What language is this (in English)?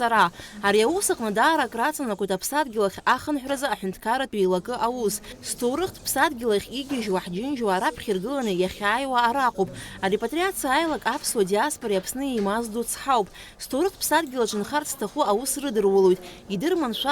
Abkhazian